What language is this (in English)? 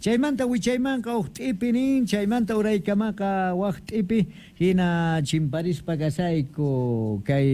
South Bolivian Quechua